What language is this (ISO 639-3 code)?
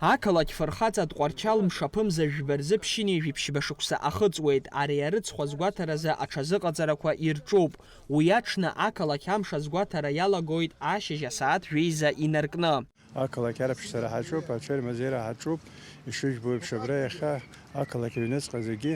abk